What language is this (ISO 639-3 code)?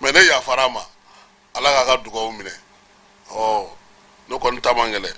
bam